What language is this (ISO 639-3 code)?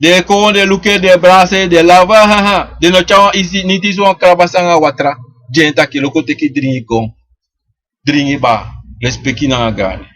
srn